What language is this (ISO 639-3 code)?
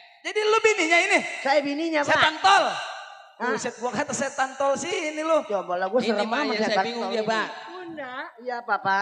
bew